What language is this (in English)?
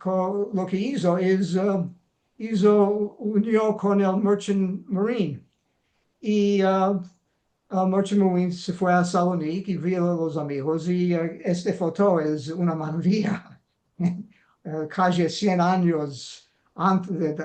Ladino